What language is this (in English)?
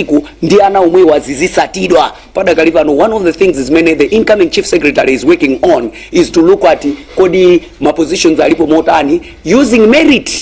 Nyanja